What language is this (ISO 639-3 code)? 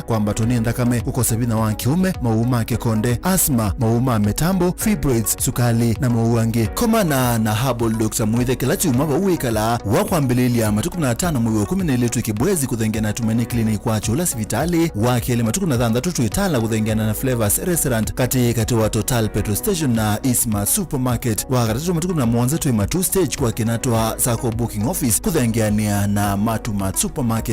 kam